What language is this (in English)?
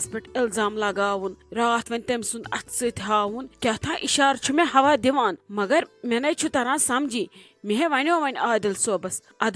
Kashmiri